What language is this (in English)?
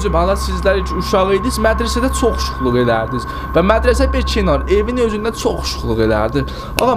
South Azerbaijani